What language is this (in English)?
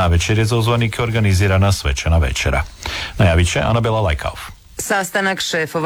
Croatian